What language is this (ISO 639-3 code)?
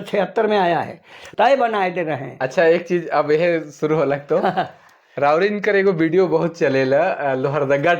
sck